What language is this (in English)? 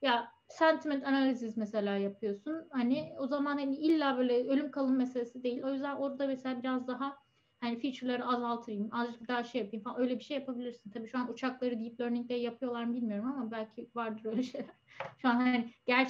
Turkish